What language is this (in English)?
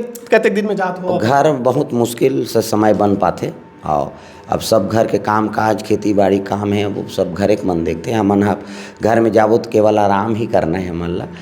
Chhattisgarhi